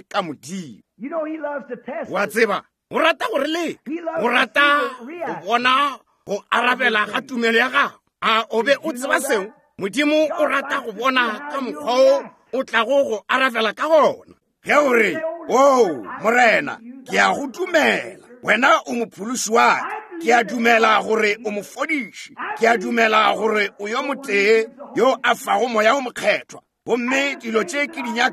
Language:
Northern Sotho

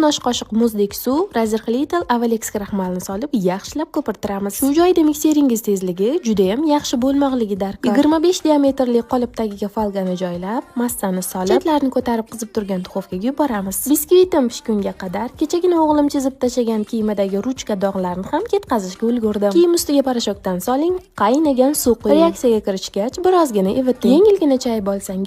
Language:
Uzbek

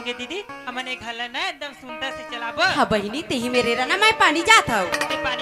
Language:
Chhattisgarhi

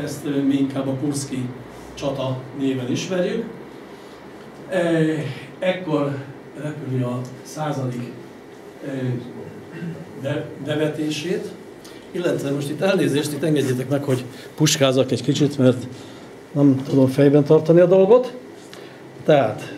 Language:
Hungarian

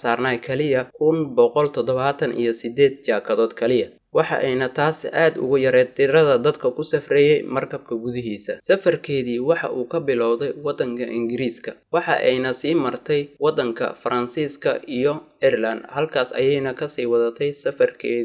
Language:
Somali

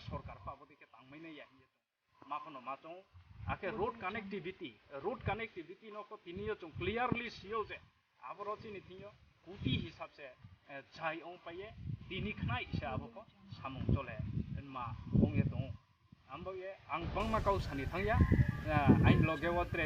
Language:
Riang (India)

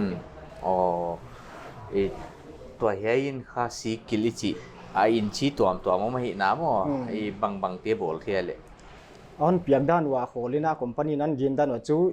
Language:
Paite Chin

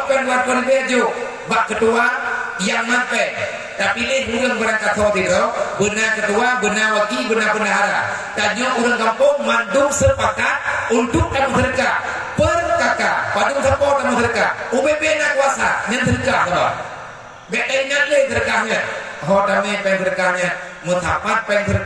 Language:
Achinese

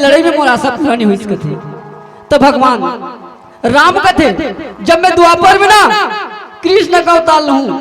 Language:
Chhattisgarhi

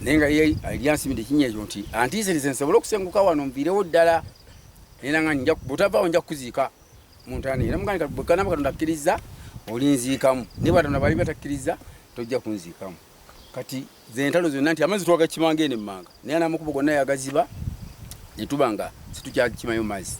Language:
Ganda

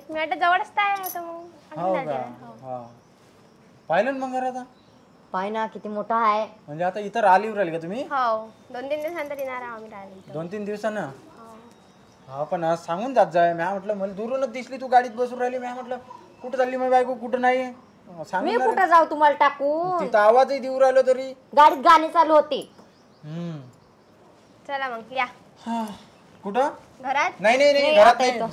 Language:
Marathi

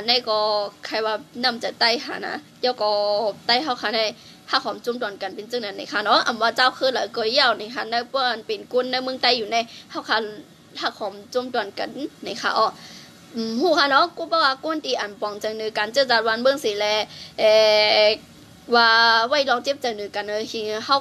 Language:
Shan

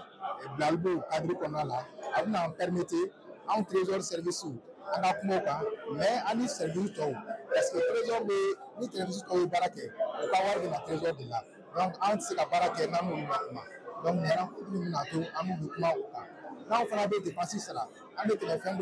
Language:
Bambara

